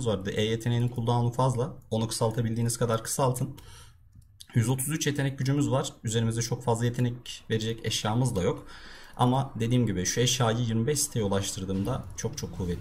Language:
Turkish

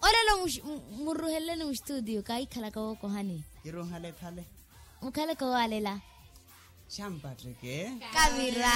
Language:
Makhuwa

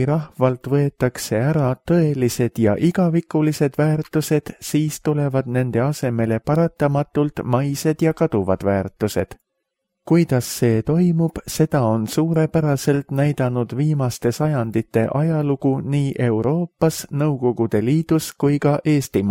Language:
Estonian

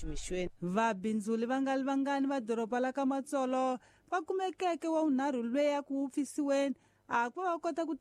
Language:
Tsonga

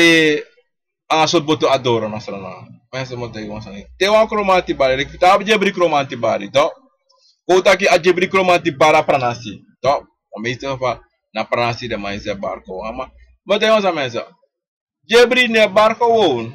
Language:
Sranan Tongo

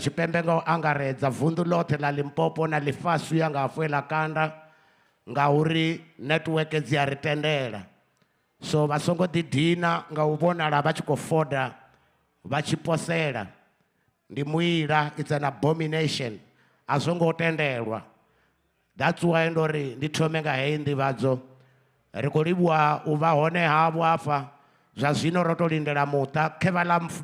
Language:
Venda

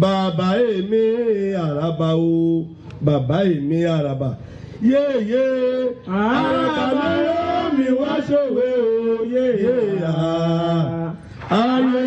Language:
Yoruba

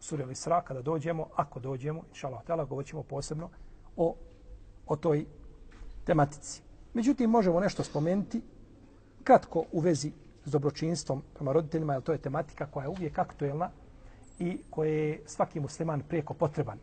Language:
Bosnian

